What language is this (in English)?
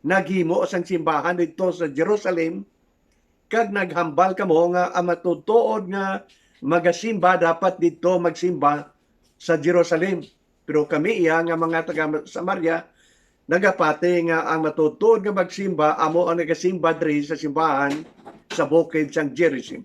Hiligaynon